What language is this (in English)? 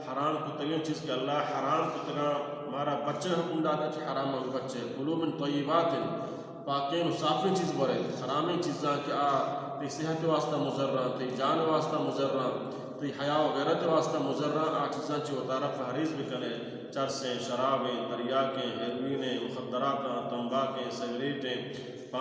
Baluchi